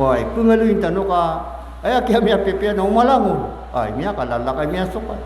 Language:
Maranao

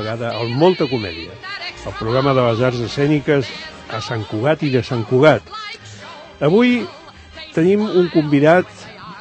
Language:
Catalan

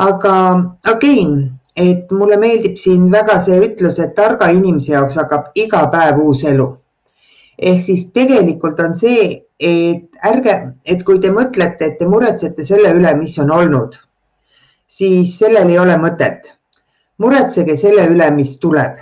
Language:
Estonian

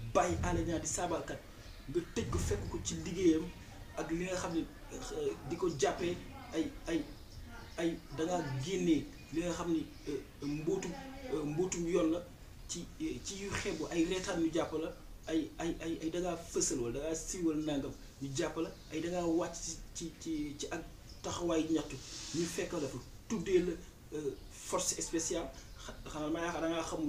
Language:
Wolof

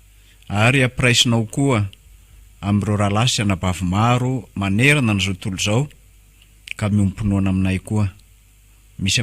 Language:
Malagasy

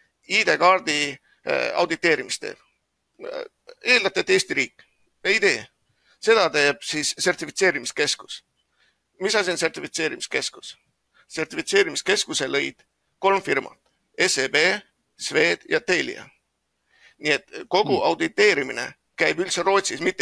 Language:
Estonian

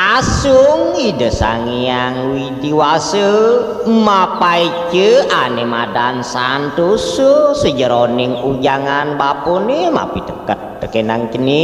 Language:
Balinese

